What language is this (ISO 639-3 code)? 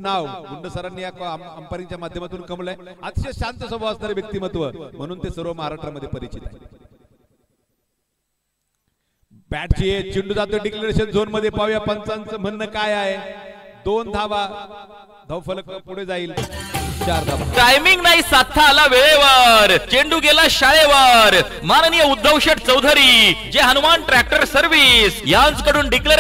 mar